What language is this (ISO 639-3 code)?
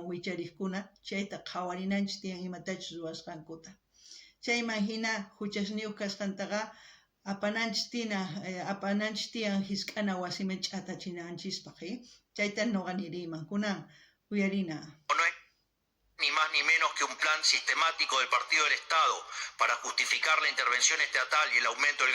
quh